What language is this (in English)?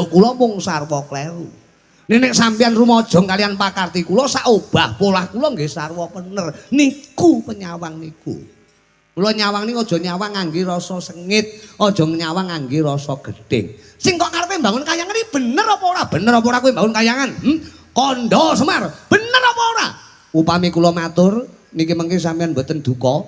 Javanese